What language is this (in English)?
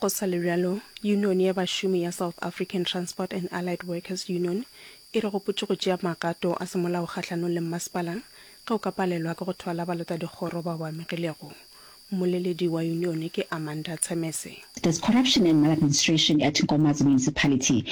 Northern Sotho